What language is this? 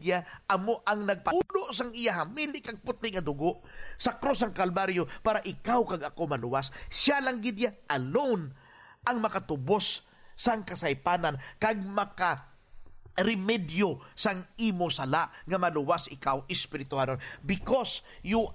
Hiligaynon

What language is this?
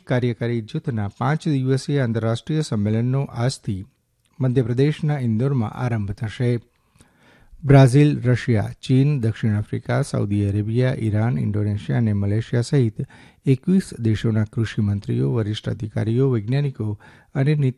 Gujarati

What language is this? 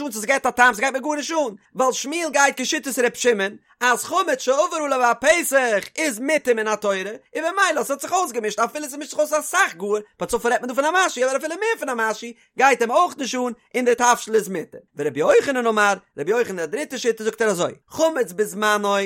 Yiddish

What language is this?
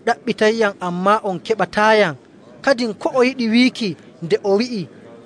Nigerian Fulfulde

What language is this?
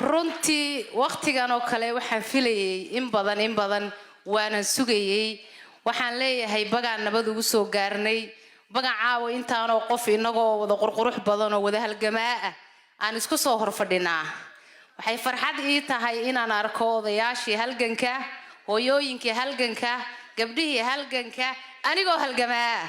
Somali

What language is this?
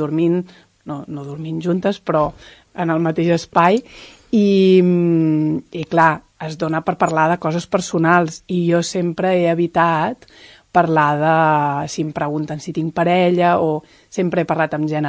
Catalan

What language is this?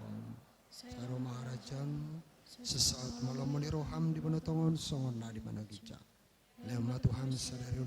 Batak Toba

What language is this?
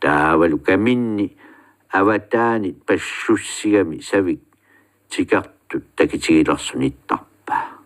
Kalaallisut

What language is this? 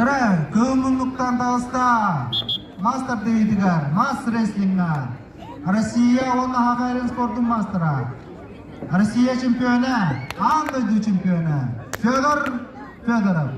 Yakut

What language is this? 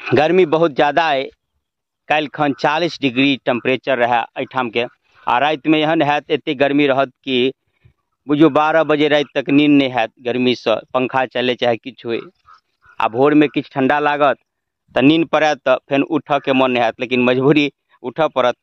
Maithili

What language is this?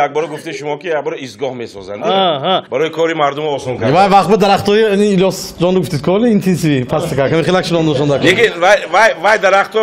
Tajik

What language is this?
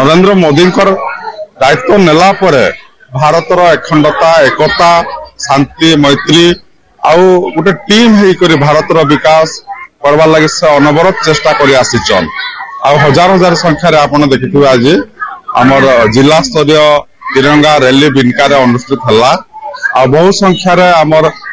Odia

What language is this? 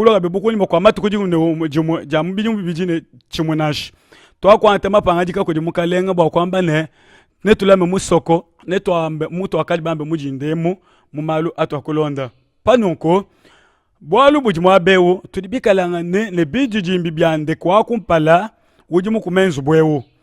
Luba-Lulua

